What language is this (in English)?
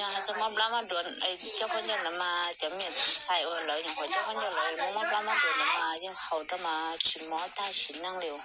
Hmong